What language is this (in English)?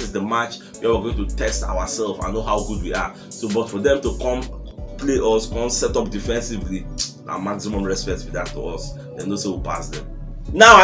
Nigerian Pidgin